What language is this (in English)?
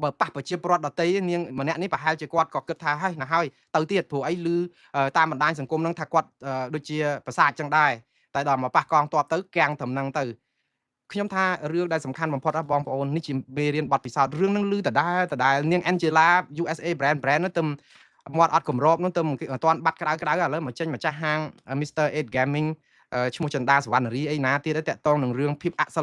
Khmer